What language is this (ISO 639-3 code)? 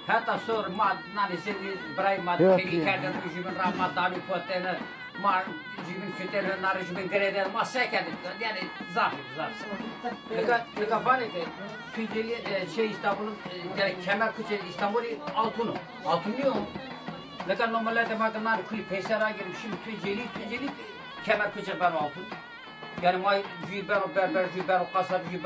zza